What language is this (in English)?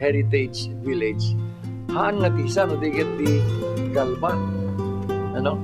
Iloko